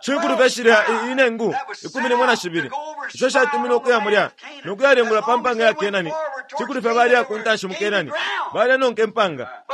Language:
Bemba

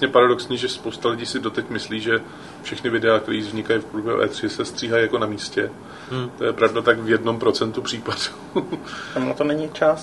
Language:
Czech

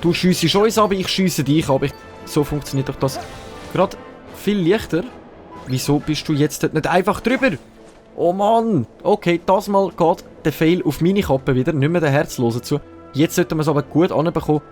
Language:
Swiss German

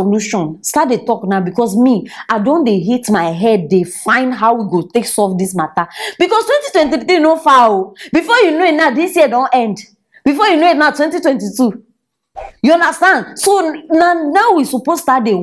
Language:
Nigerian Pidgin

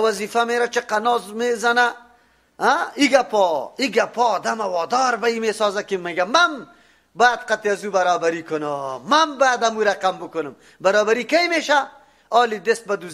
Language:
Tajik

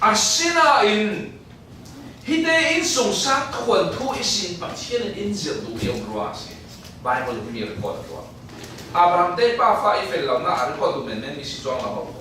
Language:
Falam Chin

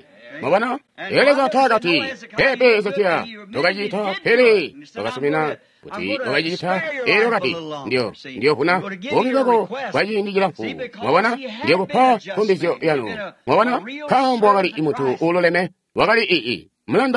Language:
Tonga (Zambia)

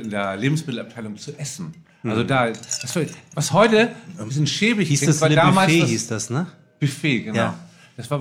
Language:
German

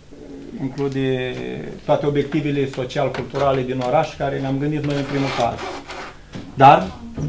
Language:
Romanian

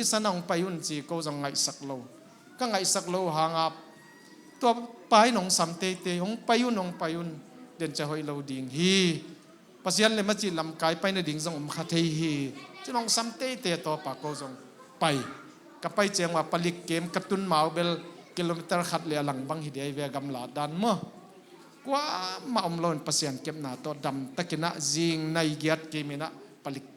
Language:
Tedim Chin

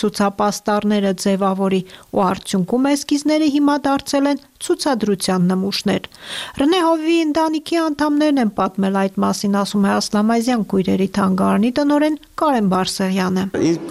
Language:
Armenian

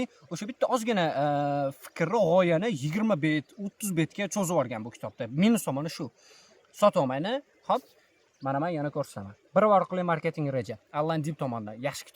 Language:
Uzbek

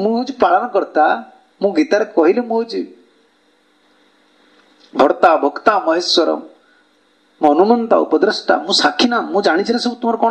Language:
Odia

